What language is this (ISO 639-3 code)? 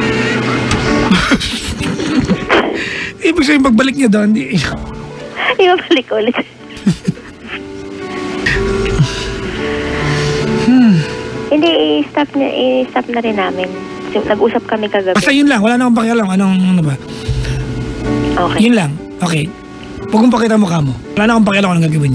fil